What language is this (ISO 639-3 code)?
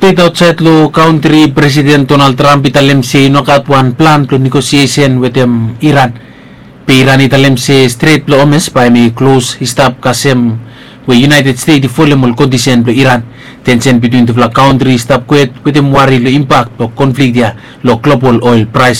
bis